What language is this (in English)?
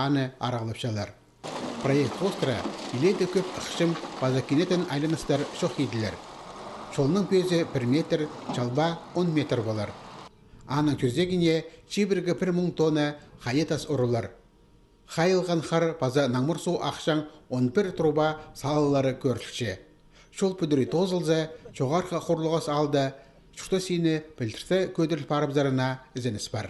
Khakas